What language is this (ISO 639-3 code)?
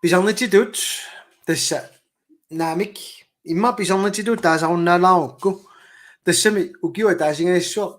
kal